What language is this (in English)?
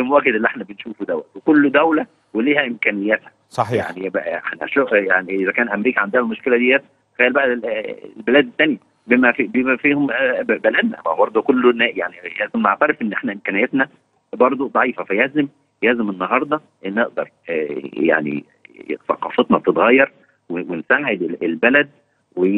Egyptian Arabic